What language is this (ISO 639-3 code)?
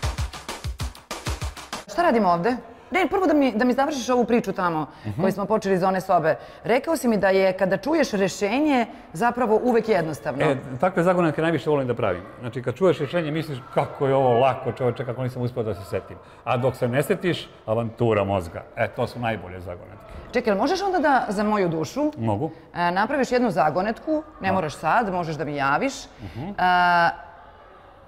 srp